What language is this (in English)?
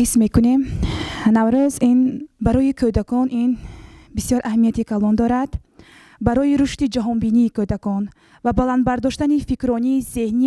Tajik